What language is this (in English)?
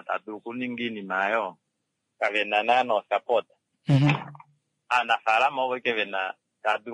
Kuanyama